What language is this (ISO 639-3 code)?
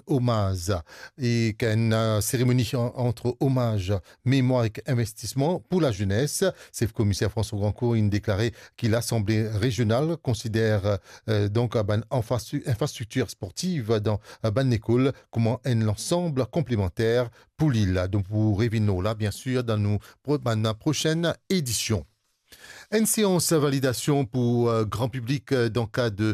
mfe